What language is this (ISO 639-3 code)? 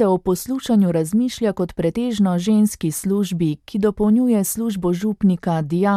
slv